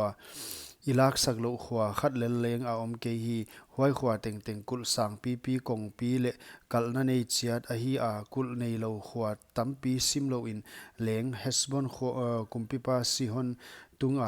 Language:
Paite Chin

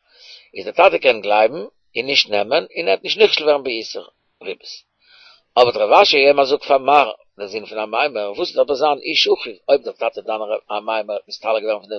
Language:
Yiddish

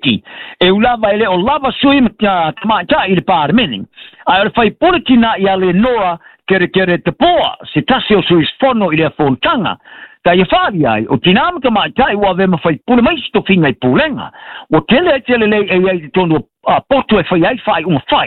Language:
Samoan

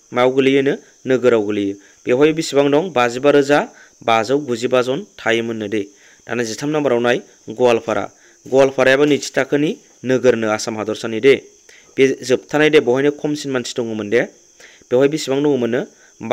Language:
Bodo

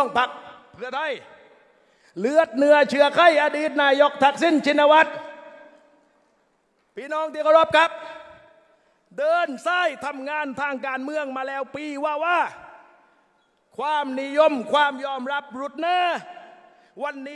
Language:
Thai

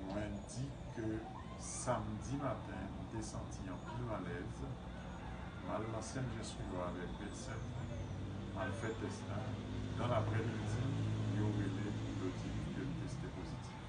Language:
Haitian Creole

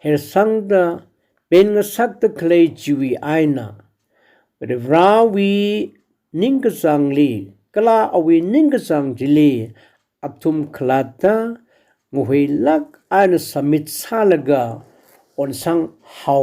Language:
Tangkhul Naga (India)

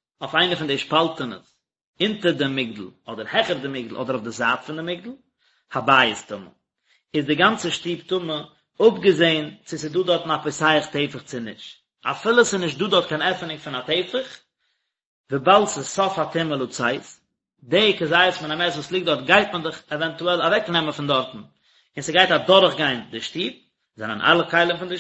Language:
Yiddish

